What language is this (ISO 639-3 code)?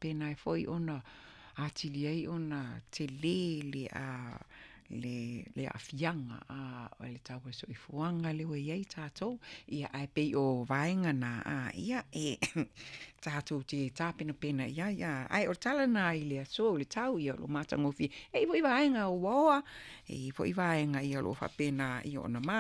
smo